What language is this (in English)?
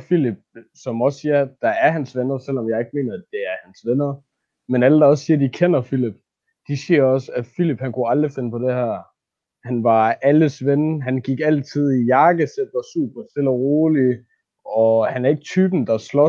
Danish